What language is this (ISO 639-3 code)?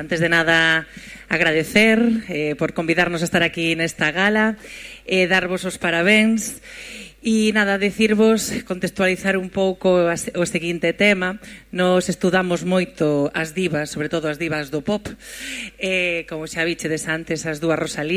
glg